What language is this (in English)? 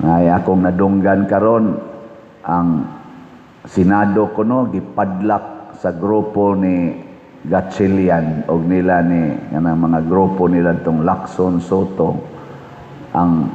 Cebuano